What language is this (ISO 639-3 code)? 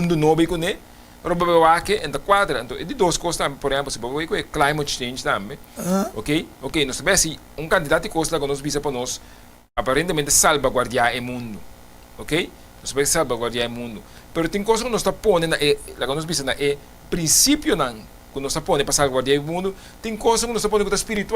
pap